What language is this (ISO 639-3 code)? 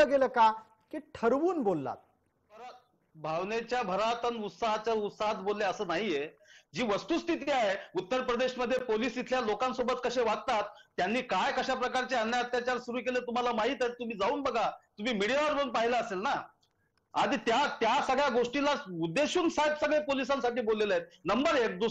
mar